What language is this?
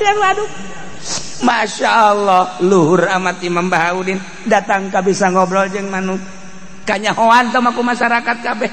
Sundanese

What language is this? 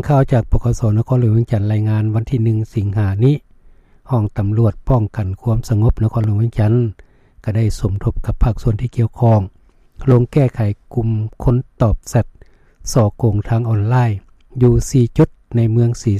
Lao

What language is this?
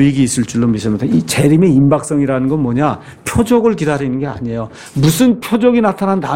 Korean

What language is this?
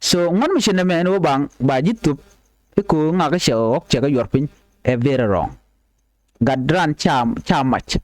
Nuer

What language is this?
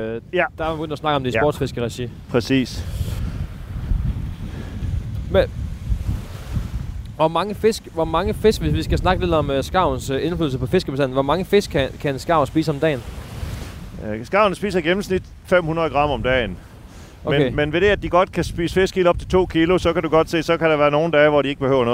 Danish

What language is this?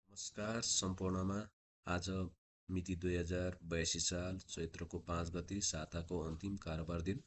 Nepali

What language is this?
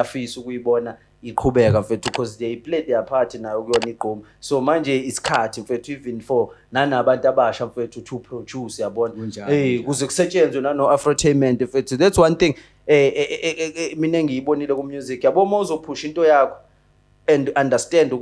Zulu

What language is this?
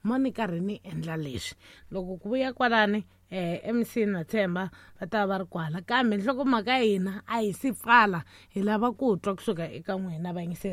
Tsonga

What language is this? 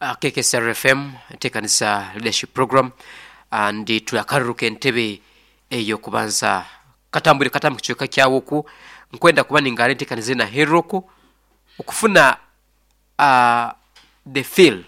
Nyoro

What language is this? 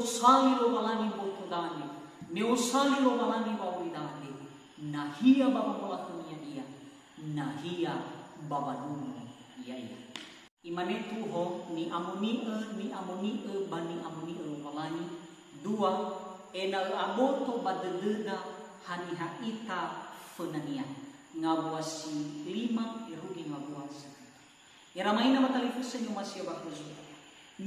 Nias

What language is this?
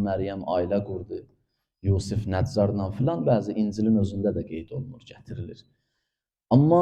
Azerbaijani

